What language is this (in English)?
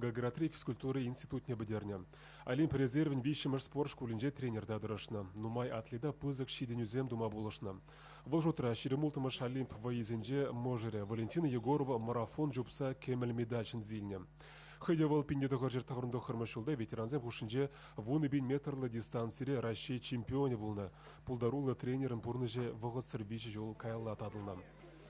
Chuvash